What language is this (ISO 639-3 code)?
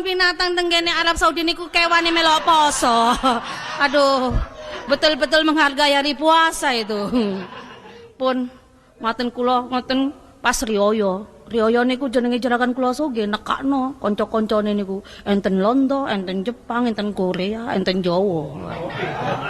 jav